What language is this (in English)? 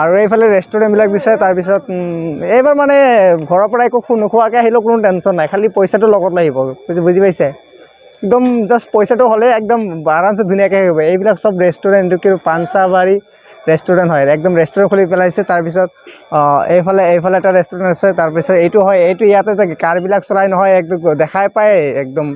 Assamese